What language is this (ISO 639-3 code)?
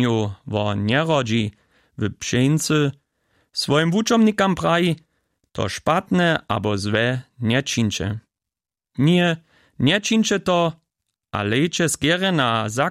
hsb